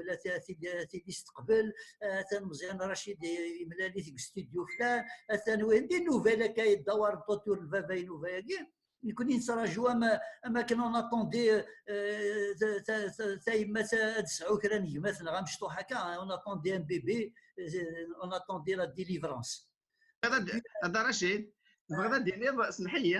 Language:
Kabyle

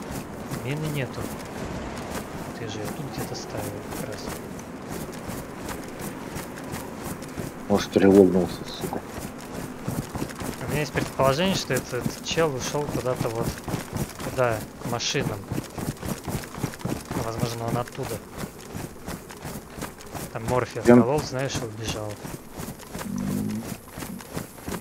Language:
Russian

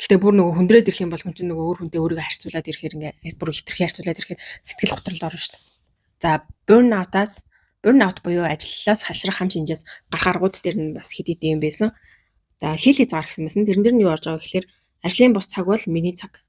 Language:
Mongolian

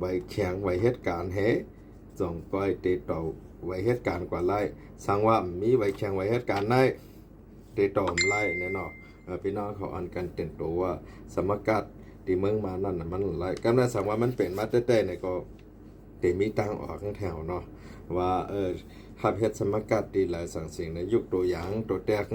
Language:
Shan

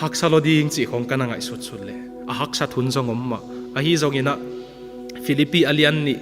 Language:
Tedim Chin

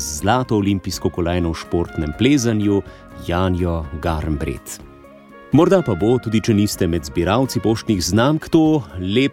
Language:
Slovenian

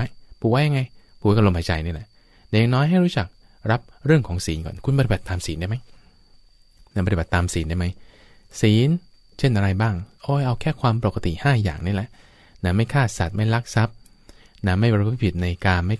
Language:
Thai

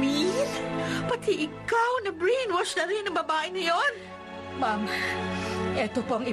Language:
Filipino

